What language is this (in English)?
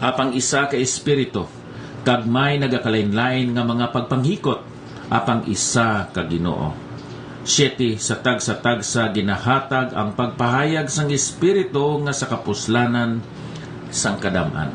Hiligaynon